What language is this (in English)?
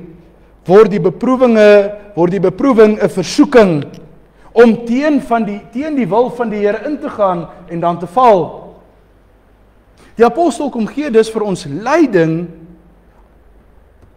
Afrikaans